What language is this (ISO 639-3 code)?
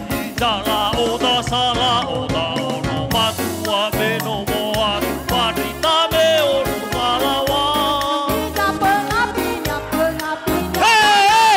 nia